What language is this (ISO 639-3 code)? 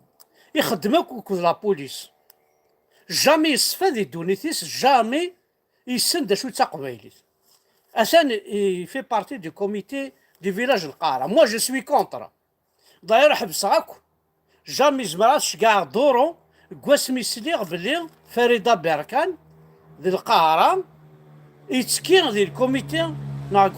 kab